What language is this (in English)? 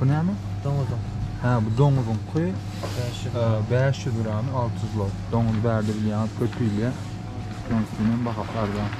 Turkmen